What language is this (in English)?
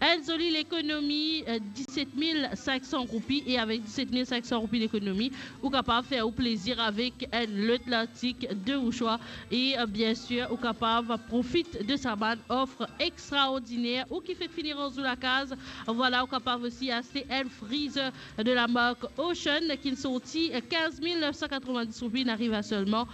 Morisyen